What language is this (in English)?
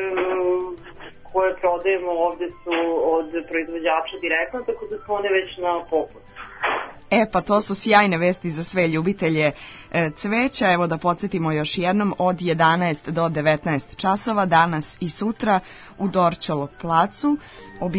Serbian